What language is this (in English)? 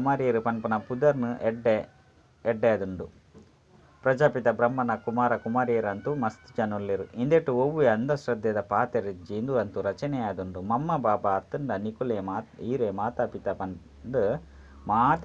Tulu